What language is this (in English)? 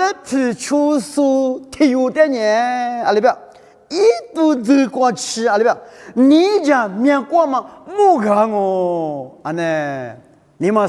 Lisu